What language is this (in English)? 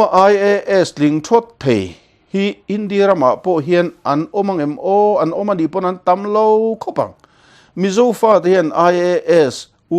Mizo